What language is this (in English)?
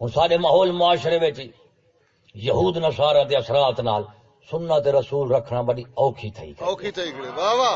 Saraiki